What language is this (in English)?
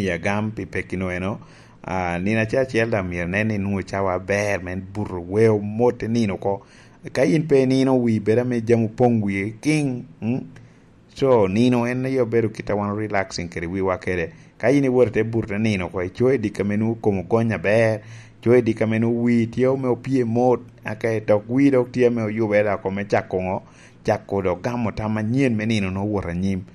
Lango (Uganda)